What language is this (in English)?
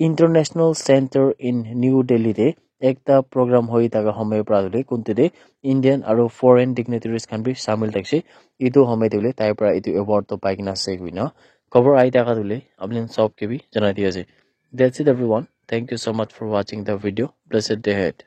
Naga Pidgin